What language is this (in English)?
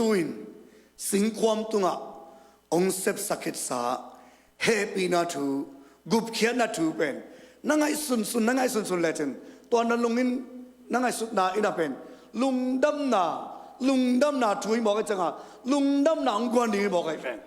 Tedim Chin